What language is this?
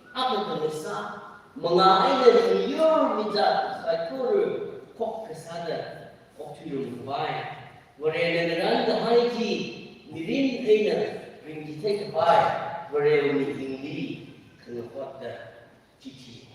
Tangkhul Naga (India)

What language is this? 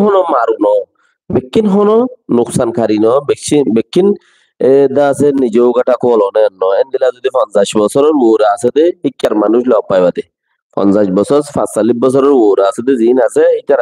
Rohingya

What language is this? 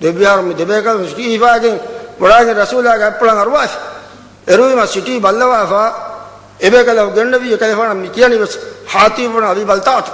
Divehi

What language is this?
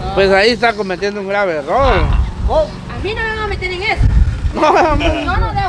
Spanish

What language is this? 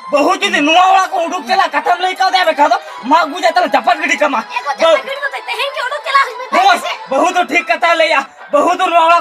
Santali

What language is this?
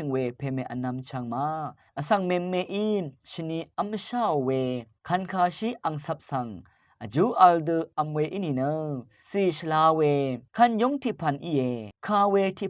Rawang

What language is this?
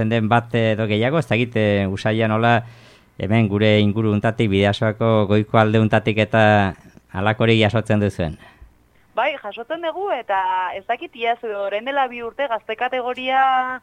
Basque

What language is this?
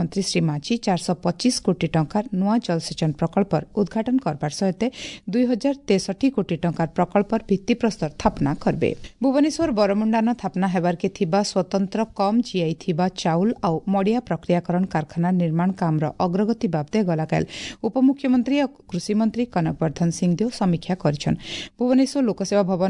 Odia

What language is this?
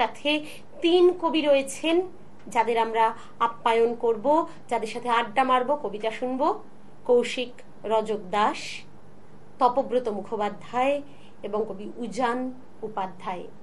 Bangla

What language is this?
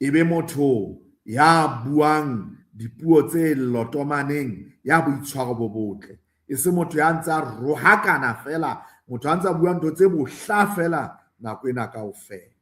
Southern Sotho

